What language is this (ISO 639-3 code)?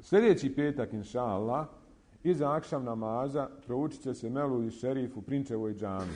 bos